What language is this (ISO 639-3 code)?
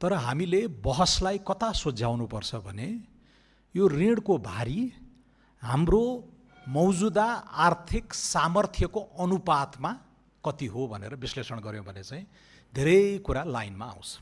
nep